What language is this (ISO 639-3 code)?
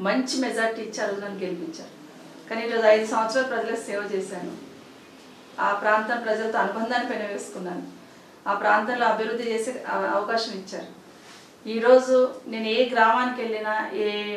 tel